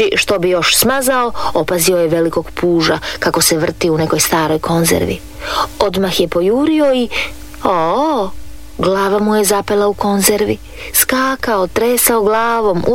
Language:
Croatian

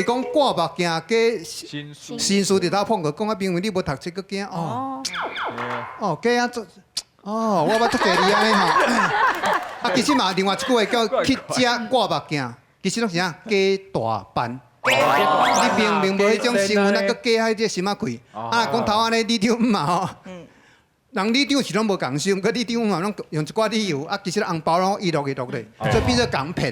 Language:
Min Nan Chinese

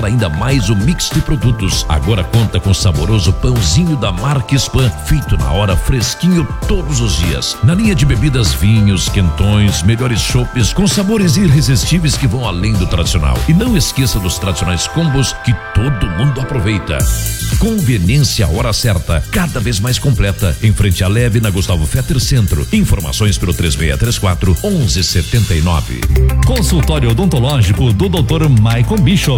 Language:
Portuguese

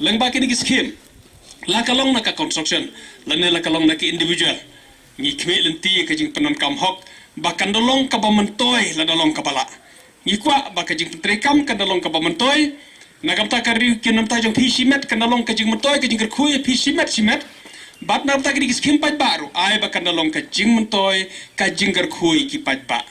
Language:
Khasi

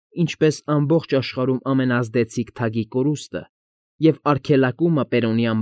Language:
Armenian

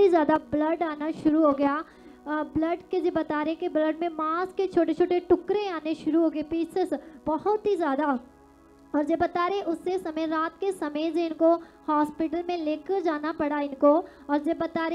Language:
Hindi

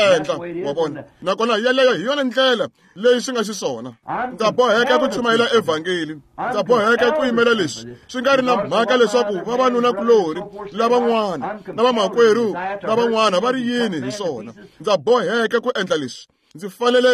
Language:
Tsonga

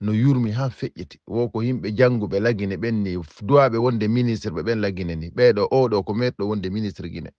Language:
Fula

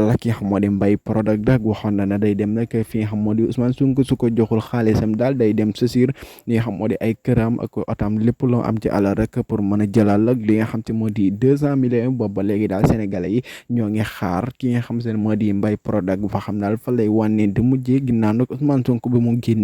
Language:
Wolof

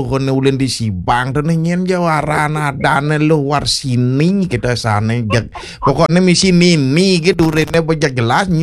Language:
Balinese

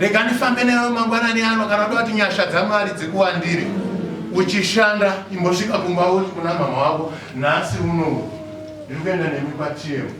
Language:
Shona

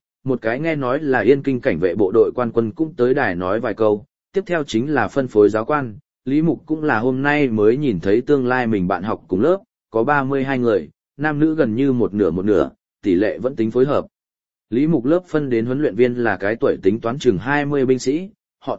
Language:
Vietnamese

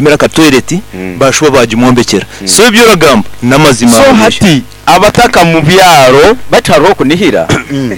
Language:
Nyoro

